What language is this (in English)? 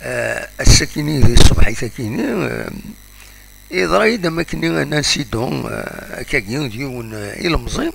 Kabyle